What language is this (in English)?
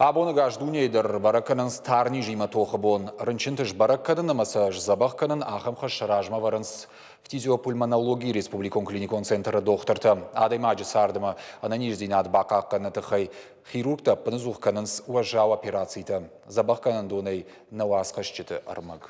Ossetic